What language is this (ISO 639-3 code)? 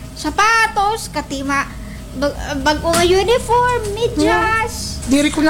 war